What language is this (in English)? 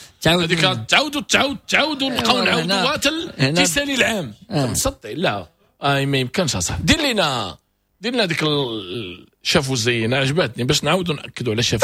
Moroccan Arabic